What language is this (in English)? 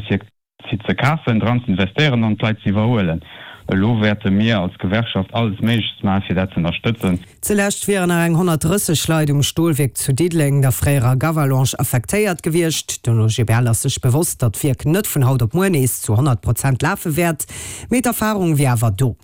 Luxembourgish